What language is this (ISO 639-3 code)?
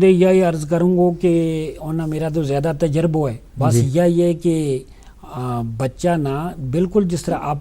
gju